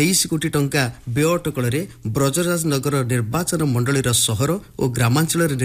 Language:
Odia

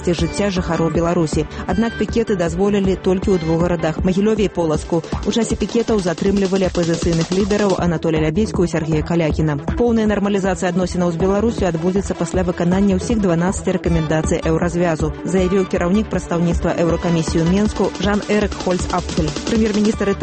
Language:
Belarusian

